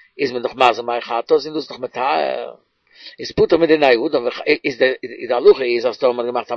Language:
Yiddish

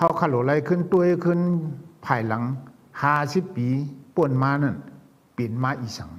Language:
Shan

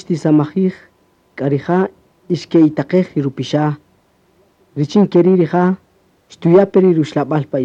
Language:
Kaqchikel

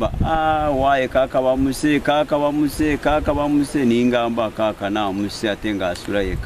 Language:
Nyankole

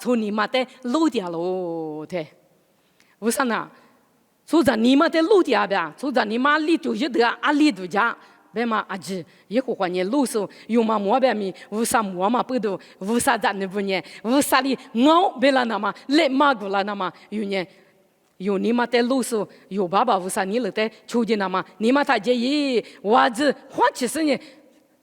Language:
Lisu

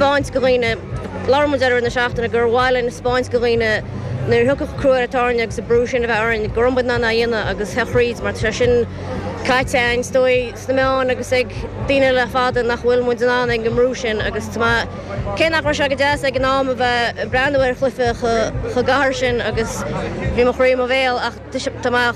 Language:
Irish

